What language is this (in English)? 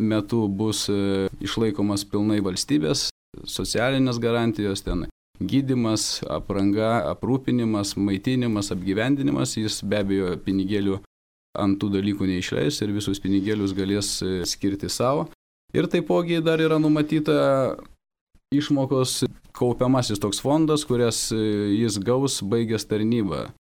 Lithuanian